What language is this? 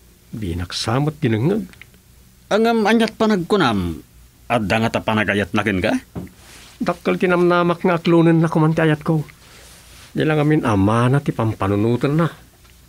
Iloko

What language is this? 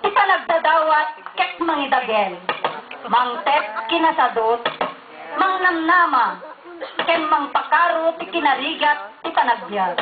Iloko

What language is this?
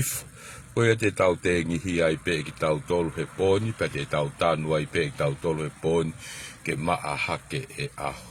Tongan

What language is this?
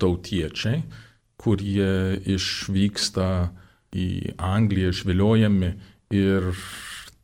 Lithuanian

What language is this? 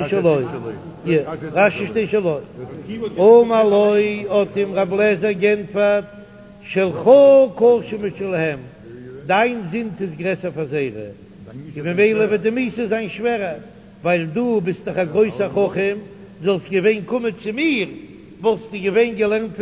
Yiddish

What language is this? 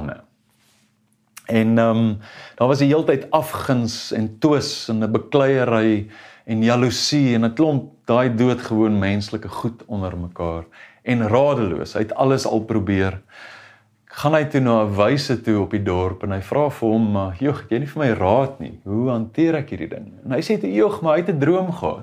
Afrikaans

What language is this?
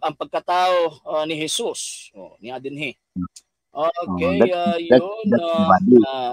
Cebuano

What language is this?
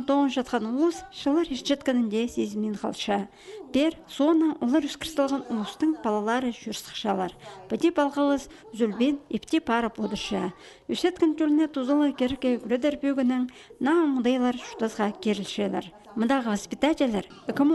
Khakas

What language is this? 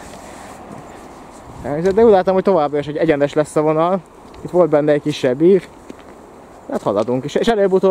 Hungarian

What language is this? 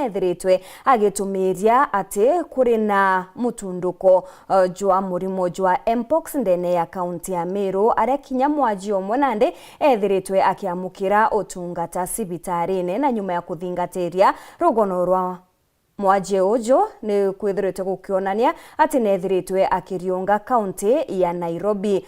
Meru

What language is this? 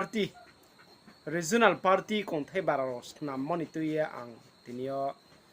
Riang (India)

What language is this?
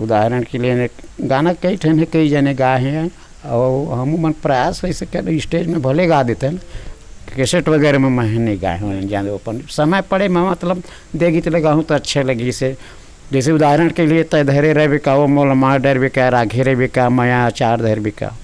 Chhattisgarhi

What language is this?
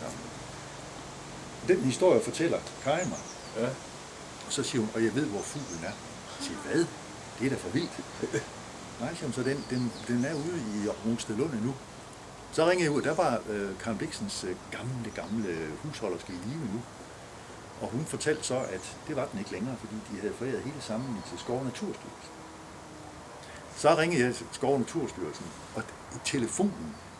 Danish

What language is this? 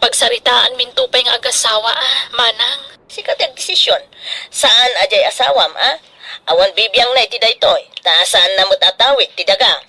Iloko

